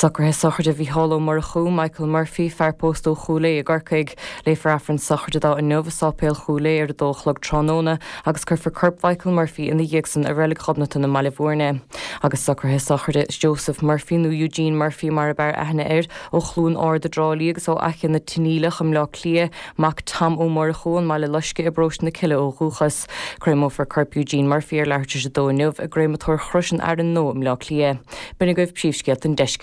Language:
Irish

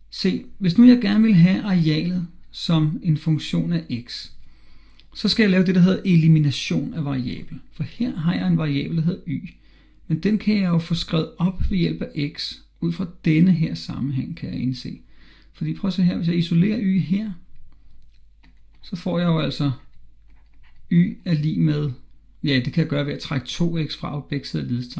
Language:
Danish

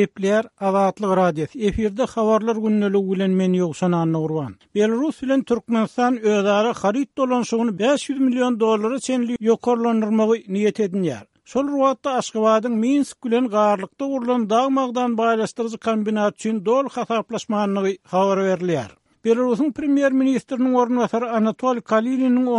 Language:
Turkmen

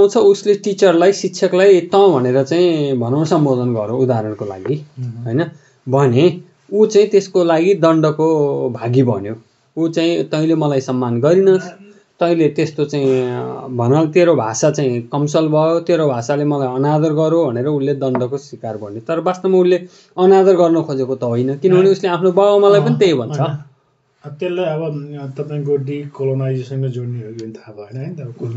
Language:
Nepali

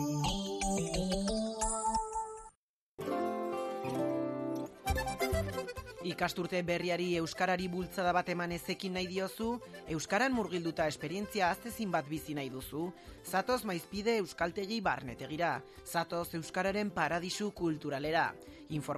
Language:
Basque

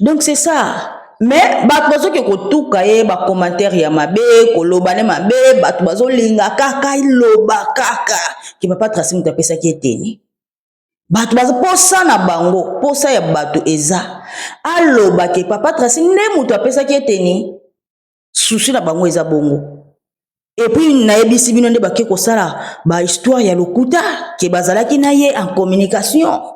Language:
Lingala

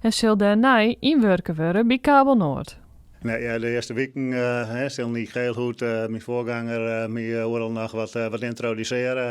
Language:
Western Frisian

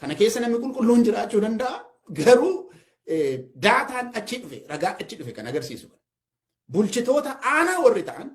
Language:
Oromo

